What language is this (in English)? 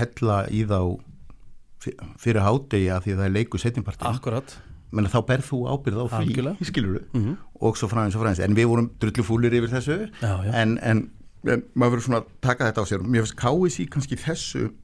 Icelandic